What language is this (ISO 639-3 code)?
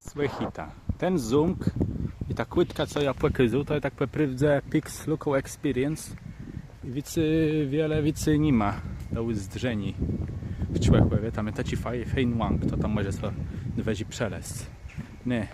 csb